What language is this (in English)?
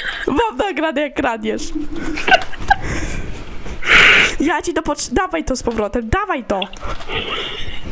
Polish